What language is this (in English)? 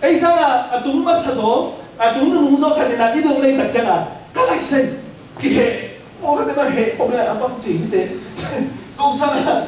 Tedim Chin